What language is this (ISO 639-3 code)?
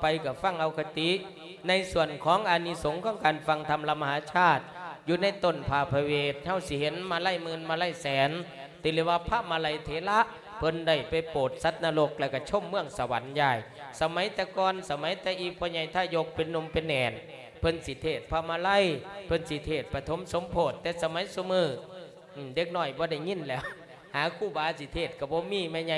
lao